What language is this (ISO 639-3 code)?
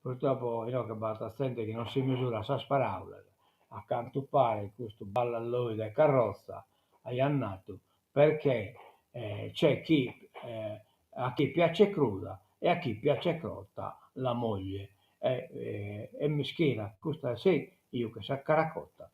srd